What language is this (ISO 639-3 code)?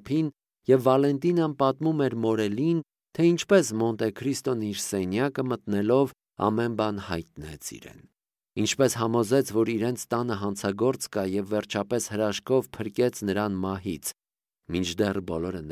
hye